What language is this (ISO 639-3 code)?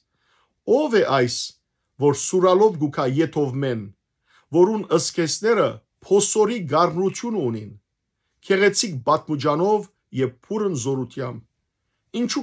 hyw